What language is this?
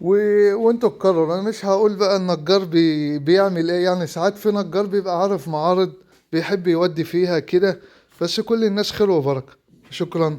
Egyptian Arabic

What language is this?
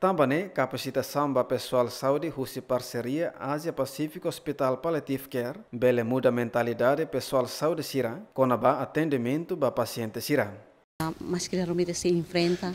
Tetum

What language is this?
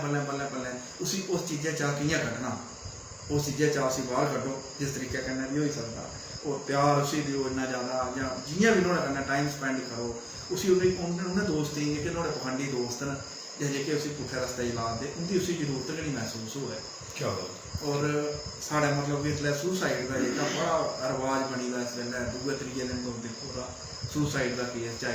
Dogri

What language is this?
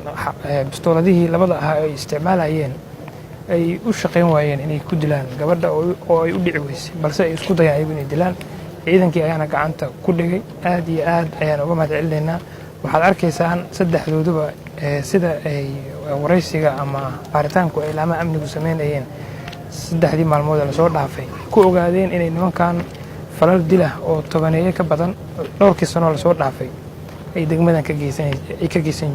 Somali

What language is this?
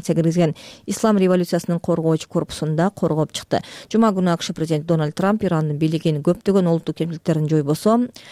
Kyrgyz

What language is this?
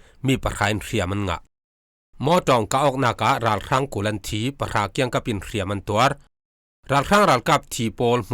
Falam Chin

